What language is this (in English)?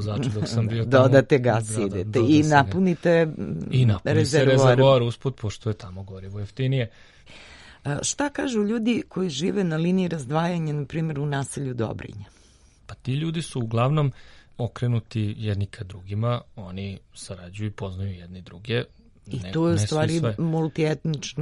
Serbian